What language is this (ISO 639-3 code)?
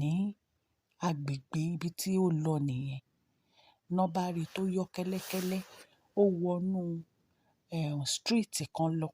yor